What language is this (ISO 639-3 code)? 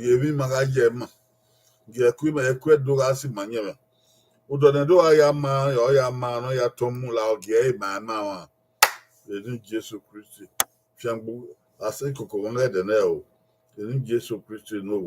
bin